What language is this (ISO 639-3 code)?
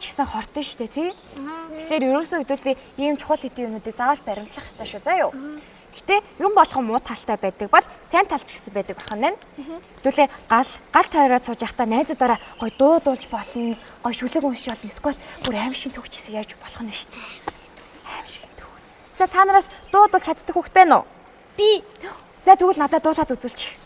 mon